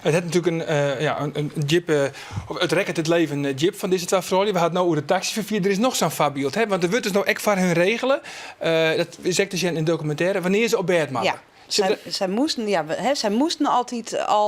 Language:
Western Frisian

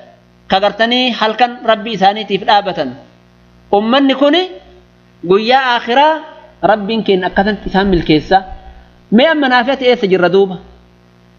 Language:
Oromo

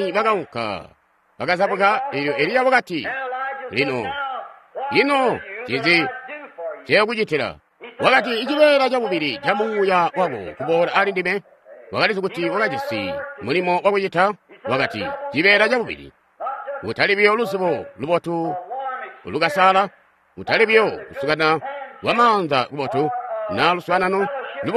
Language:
Tonga (Zambia)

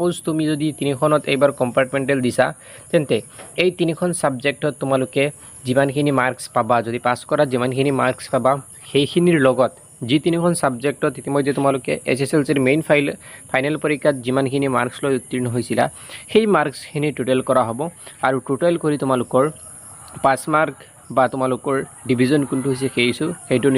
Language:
Assamese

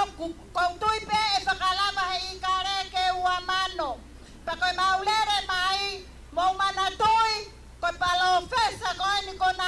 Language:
Tongan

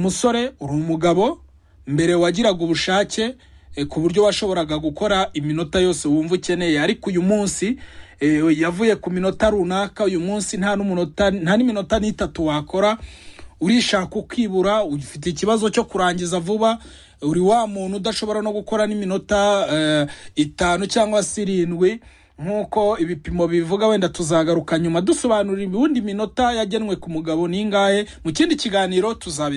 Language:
Kinyarwanda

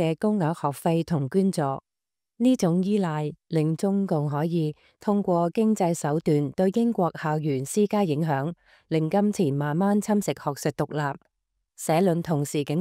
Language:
Cantonese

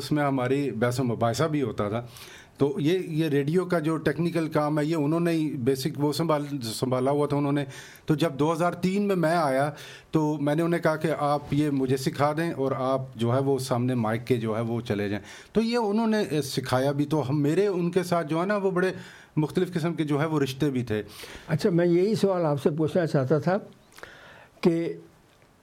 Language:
Urdu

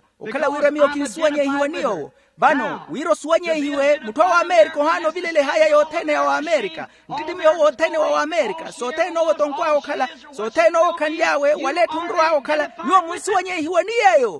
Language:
Makhuwa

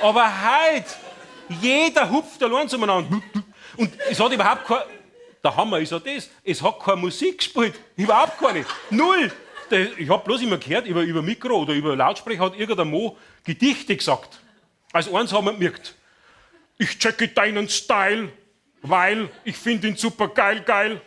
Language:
Bavarian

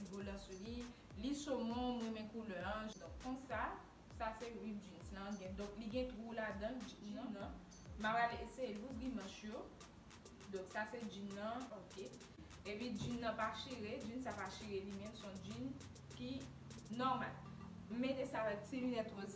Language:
Haitian Creole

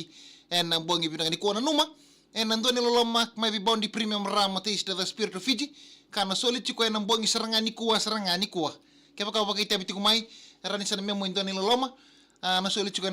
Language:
Fijian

